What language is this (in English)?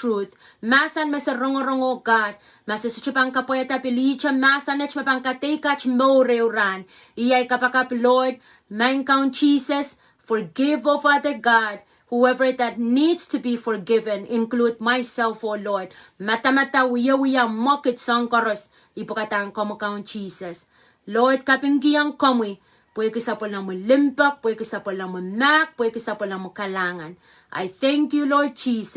Pohnpeian